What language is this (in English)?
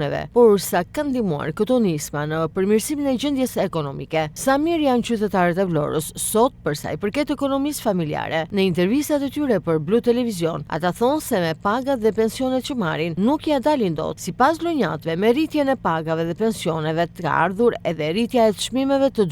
Albanian